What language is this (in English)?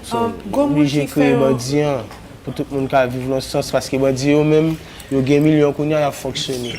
Haitian Creole